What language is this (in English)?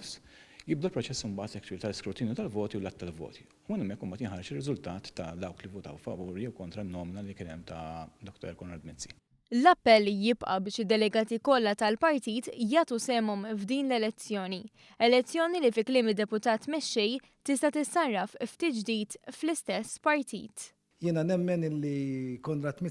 Maltese